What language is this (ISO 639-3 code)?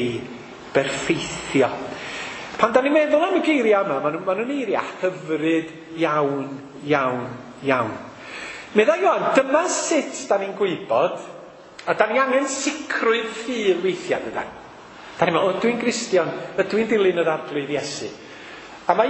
cym